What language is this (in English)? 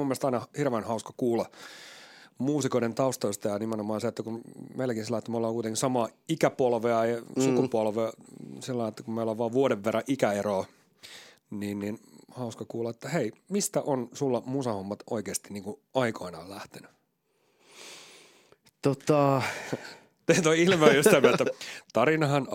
Finnish